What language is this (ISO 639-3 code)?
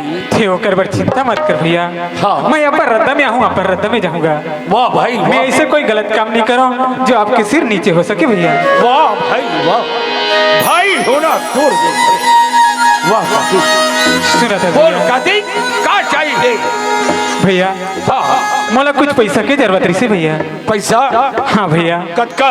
hne